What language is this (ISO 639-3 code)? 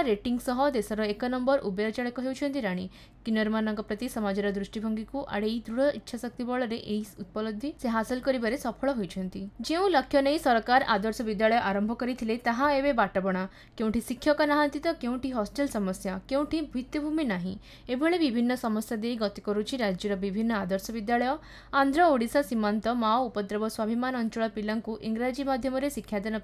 ori